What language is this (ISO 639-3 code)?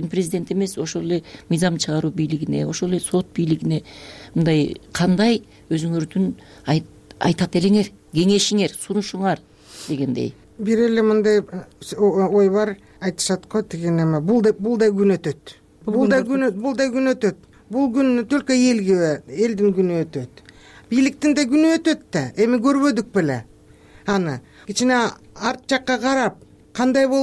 kir